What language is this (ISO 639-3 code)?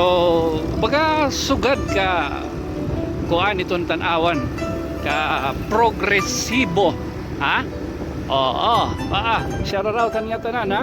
war